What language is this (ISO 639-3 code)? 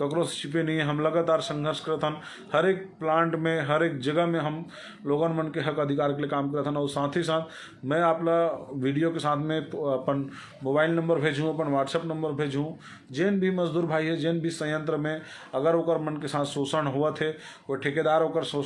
hne